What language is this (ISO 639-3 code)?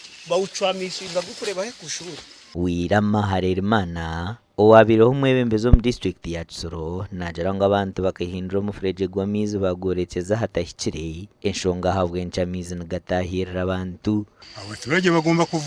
nyn